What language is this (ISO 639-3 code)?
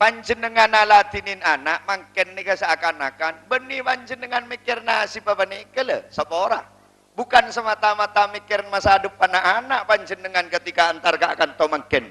mad